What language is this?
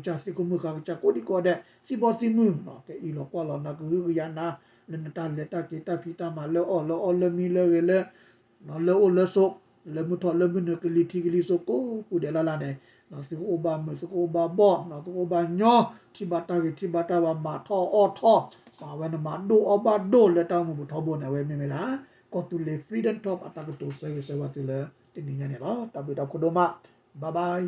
S'gaw Karen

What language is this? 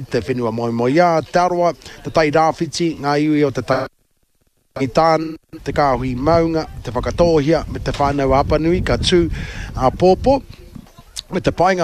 Māori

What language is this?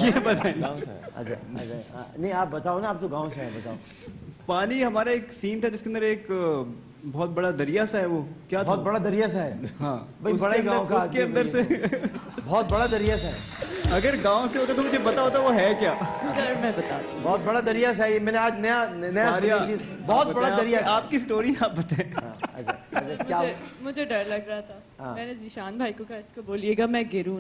Urdu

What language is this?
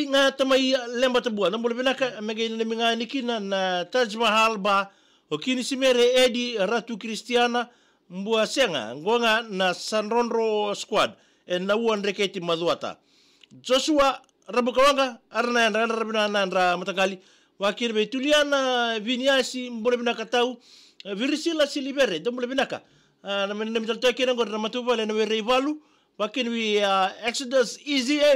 Fijian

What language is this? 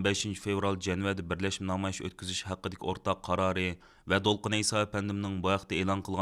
Uyghur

